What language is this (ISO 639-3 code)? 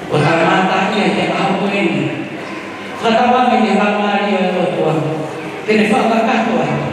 ton